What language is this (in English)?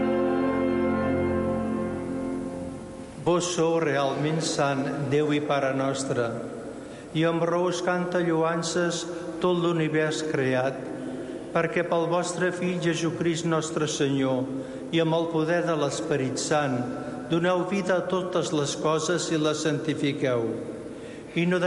Catalan